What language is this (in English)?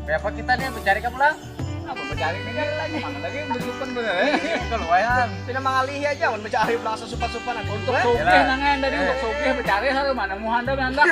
Banjar